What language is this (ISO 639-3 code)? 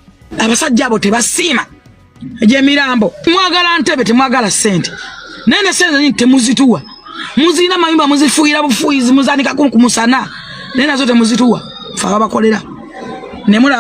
lug